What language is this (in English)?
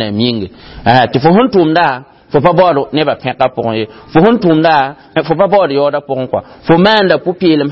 Mossi